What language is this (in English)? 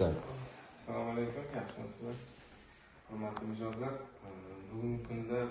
Uzbek